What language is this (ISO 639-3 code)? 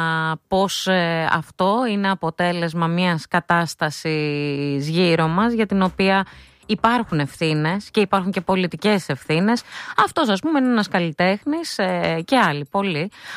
ell